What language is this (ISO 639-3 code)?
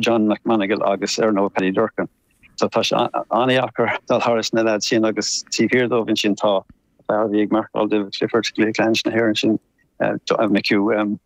gle